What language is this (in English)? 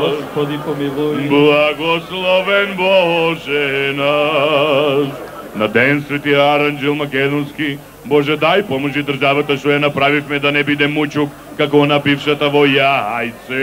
Macedonian